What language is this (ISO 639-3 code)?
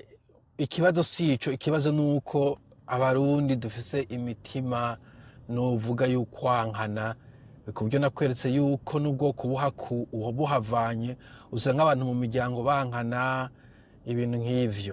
run